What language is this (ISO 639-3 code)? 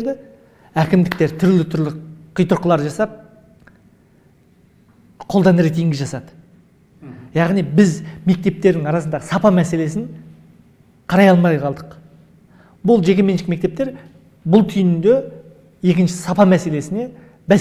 kaz